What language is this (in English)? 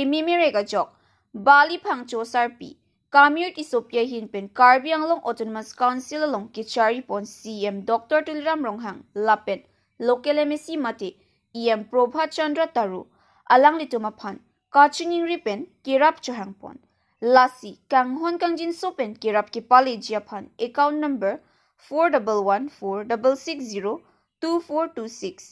Karbi